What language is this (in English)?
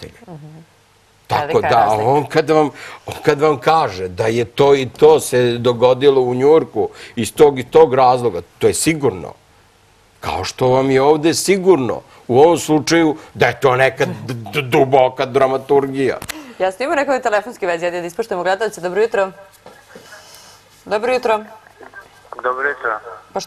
Serbian